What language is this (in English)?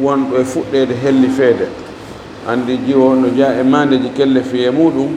Fula